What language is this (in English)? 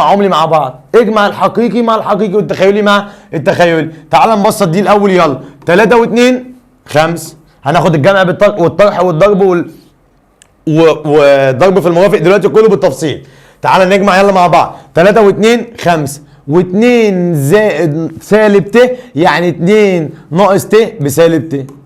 Egyptian Arabic